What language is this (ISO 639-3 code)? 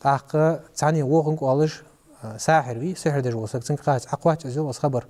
inh